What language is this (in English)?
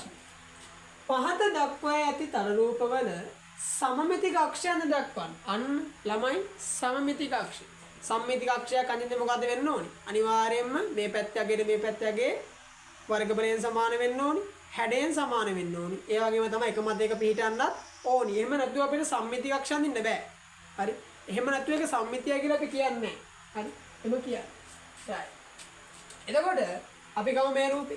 Sinhala